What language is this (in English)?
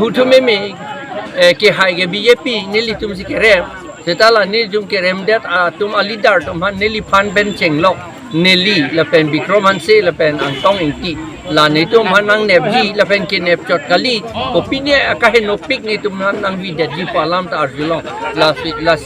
Karbi